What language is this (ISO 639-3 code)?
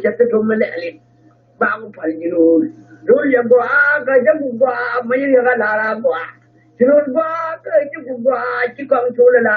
nus